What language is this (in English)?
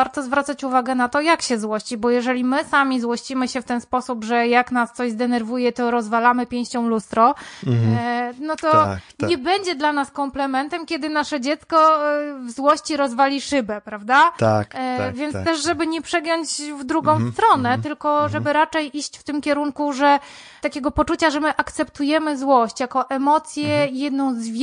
Polish